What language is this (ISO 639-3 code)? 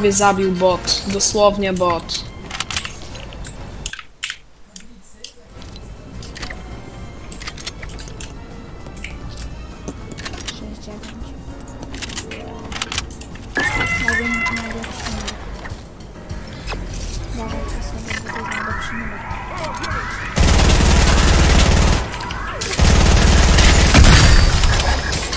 pol